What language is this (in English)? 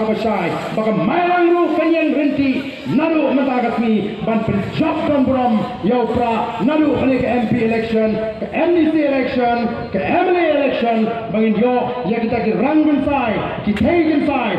Khasi